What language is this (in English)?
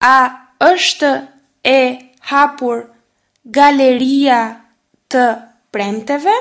Albanian